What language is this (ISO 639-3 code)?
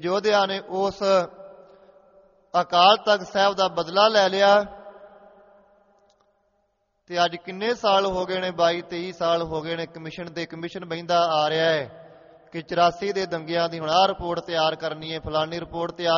pan